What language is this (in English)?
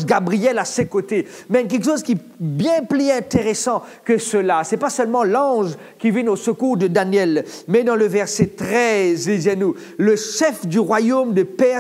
Morisyen